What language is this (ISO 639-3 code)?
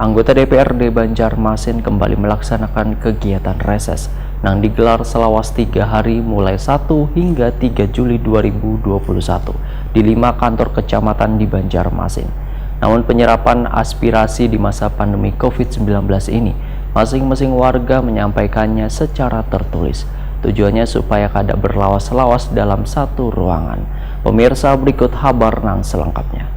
bjn